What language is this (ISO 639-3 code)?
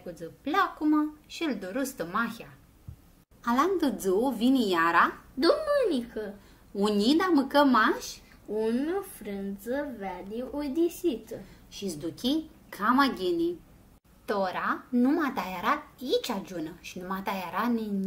rup